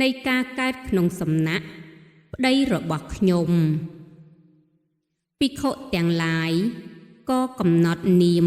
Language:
Khmer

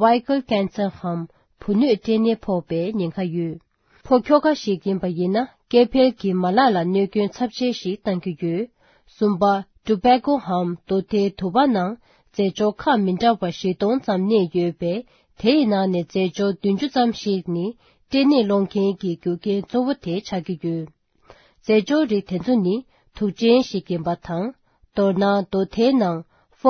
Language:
Tibetan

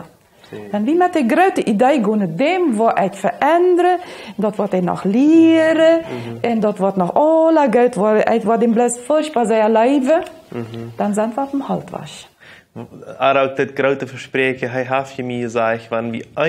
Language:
Plautdietsch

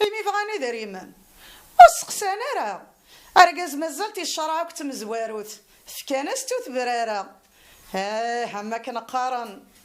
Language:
Kabyle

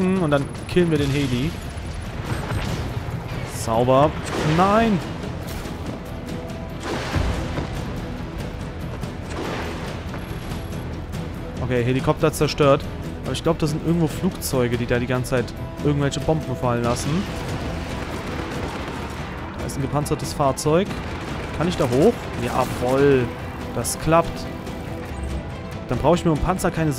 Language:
German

